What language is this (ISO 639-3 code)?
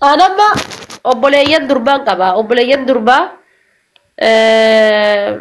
orm